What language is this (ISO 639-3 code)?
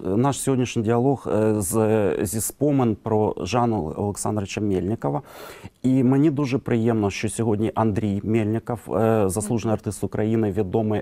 ukr